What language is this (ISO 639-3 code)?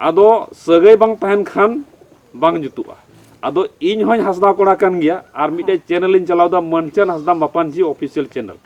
sat